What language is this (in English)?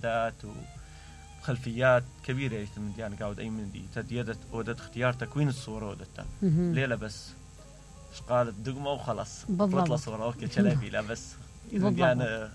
Mesopotamian Arabic